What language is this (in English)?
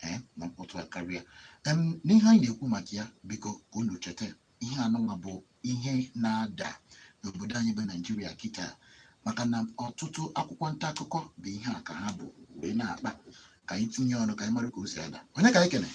Igbo